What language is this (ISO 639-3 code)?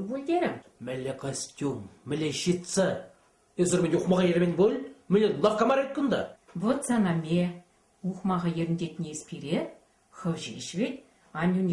chv